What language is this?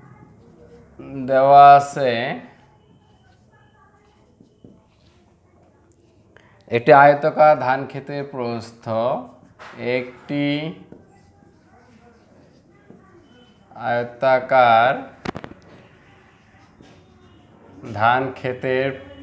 Bangla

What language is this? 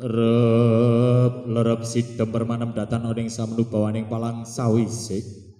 Javanese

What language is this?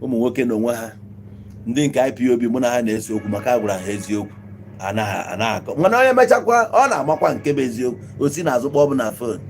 Igbo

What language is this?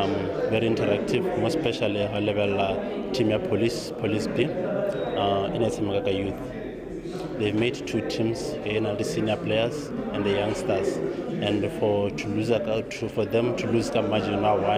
Tswana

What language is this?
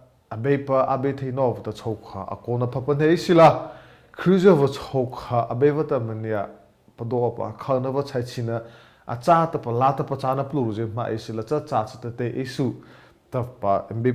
Mara Chin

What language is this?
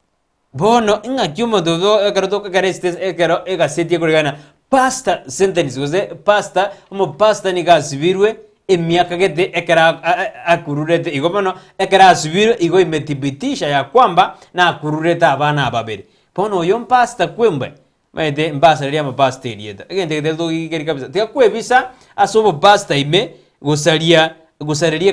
Gusii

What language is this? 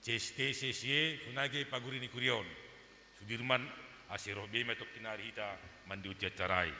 Batak Simalungun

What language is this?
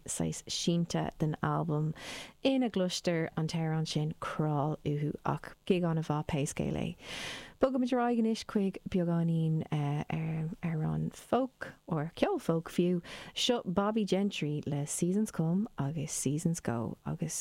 Irish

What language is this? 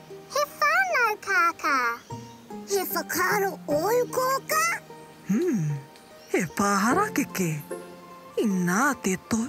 Māori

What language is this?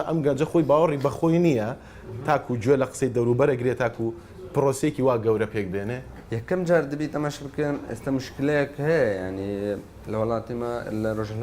Central Kurdish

